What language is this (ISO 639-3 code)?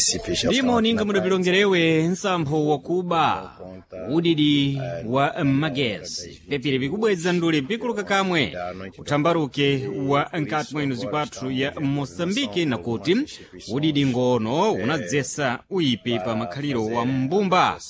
seh